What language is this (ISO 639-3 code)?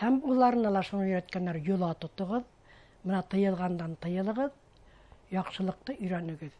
bak